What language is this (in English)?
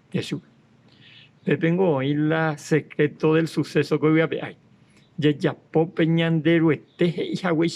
Guarani